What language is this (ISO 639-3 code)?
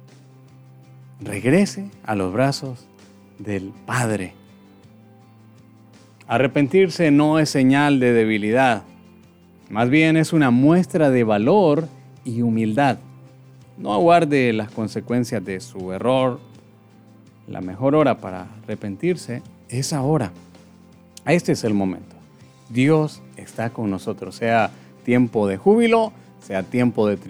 spa